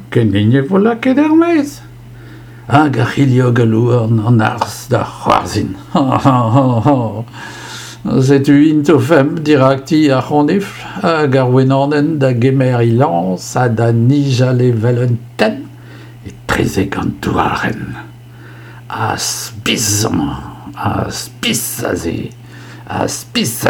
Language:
Breton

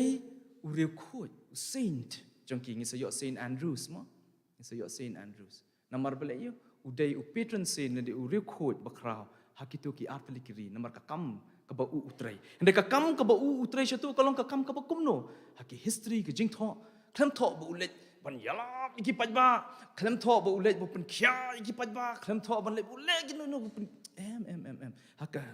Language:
Khasi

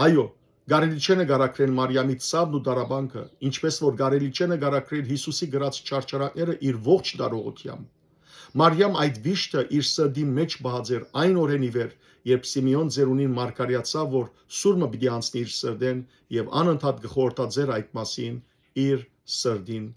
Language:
Western Armenian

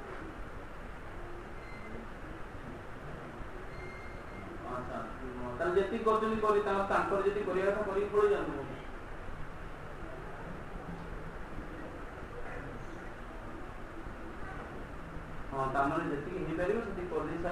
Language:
Odia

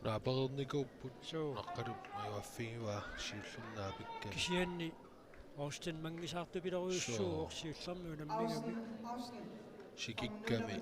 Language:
Kalaallisut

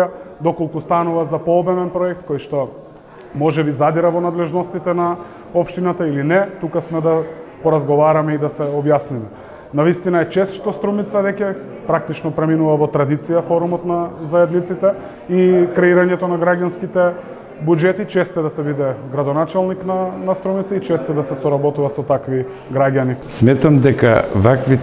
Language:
Macedonian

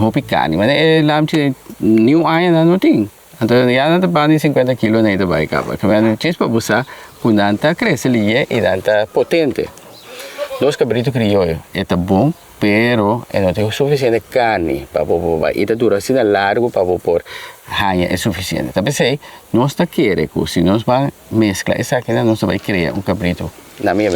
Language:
Papiamento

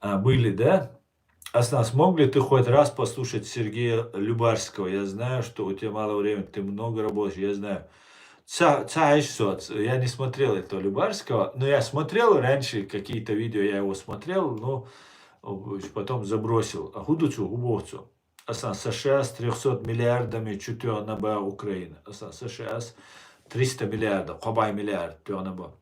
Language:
Chechen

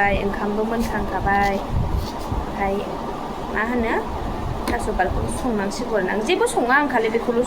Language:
Bodo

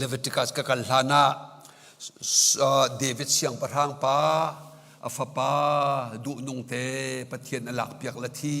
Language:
Hakha Chin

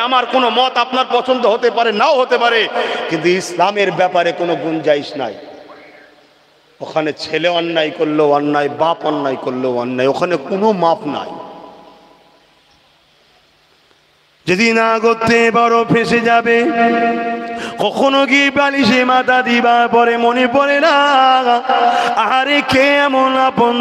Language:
Bangla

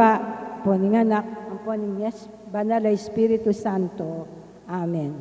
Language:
Pampanga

